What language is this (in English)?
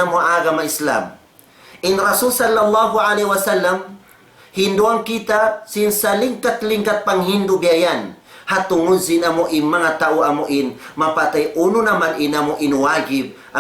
Tausug